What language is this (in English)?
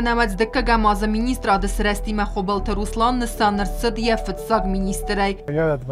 Ossetic